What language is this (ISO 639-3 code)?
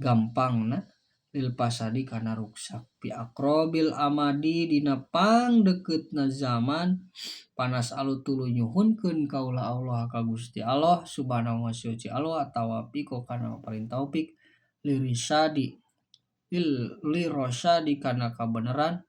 sun